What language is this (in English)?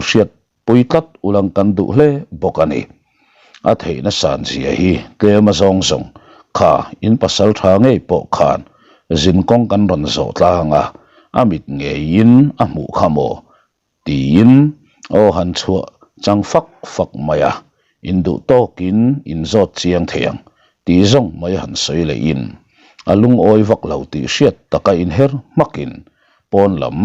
Mizo